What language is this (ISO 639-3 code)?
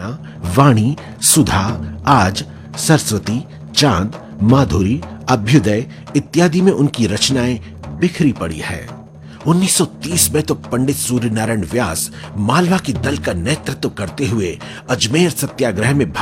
hin